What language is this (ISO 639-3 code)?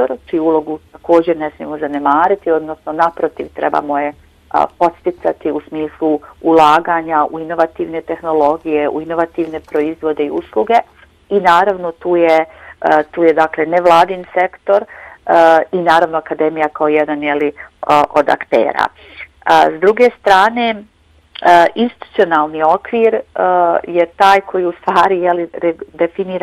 bos